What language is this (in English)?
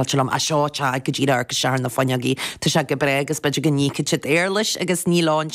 Irish